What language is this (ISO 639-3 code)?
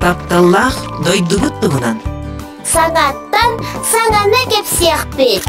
sah